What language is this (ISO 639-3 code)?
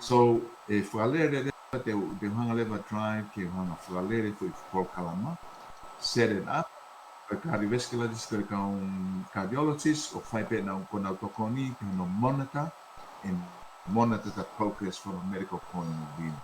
ton